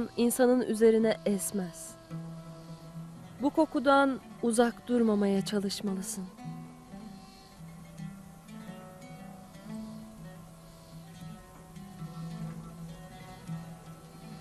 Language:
Turkish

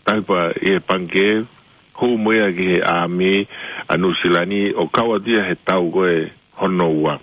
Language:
Tongan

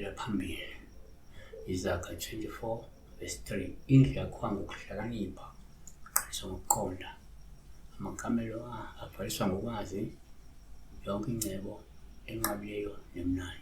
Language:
Zulu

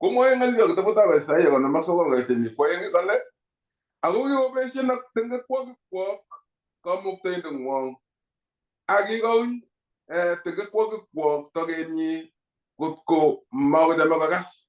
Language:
Kalenjin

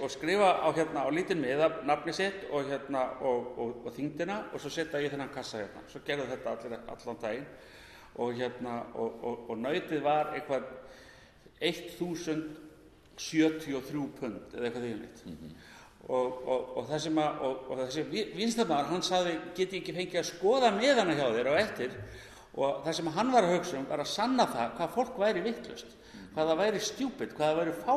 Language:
Icelandic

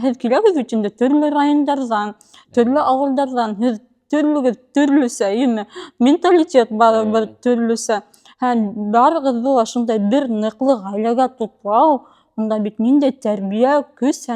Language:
Bashkir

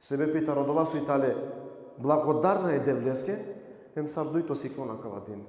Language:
Balkan Romani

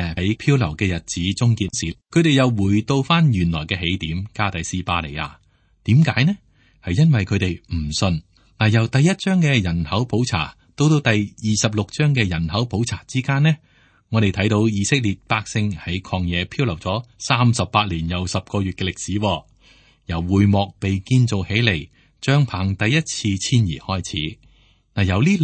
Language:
Cantonese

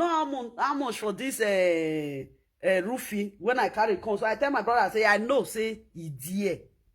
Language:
Nigerian Pidgin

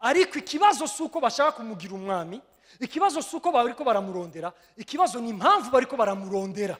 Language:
Rundi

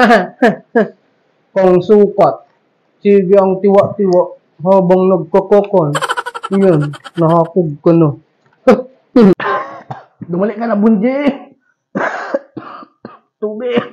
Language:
Bikol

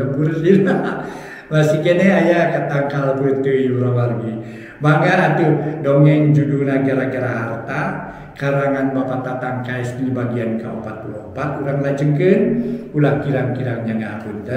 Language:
Sundanese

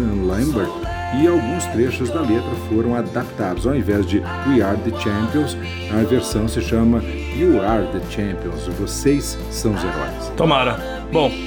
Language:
Portuguese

